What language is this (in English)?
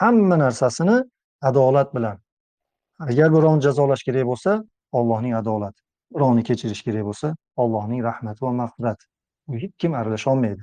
Uzbek